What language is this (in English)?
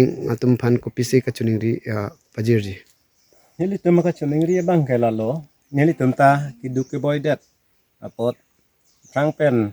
Karbi